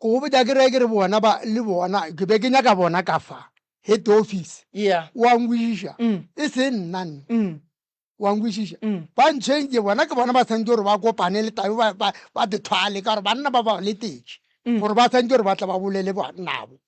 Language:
Northern Sotho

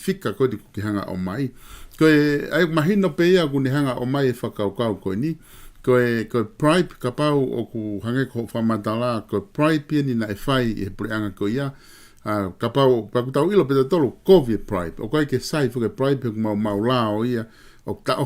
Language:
Tongan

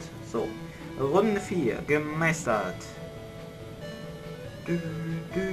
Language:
German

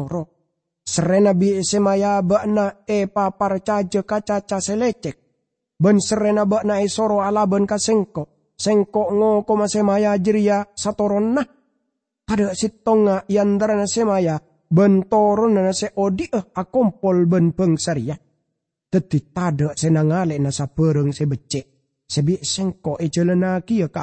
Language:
Madurese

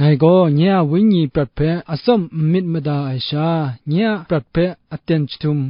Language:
Kachin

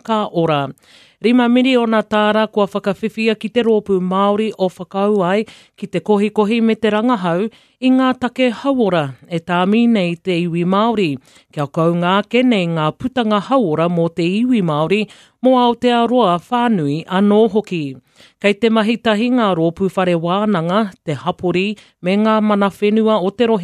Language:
Māori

